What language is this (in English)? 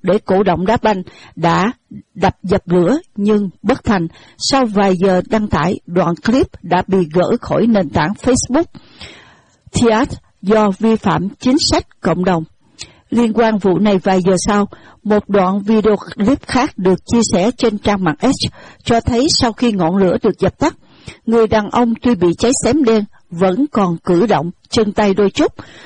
Vietnamese